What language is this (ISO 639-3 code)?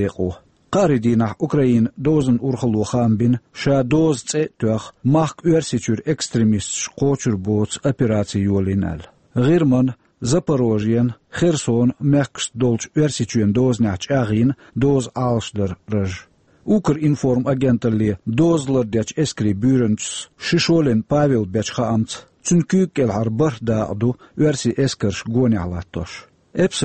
che